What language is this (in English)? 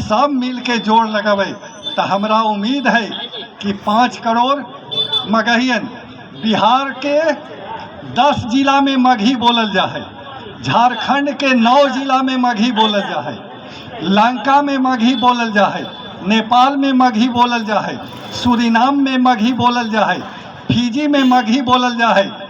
Magahi